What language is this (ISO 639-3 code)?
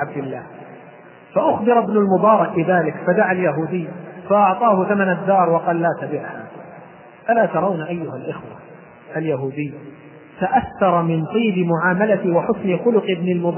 ara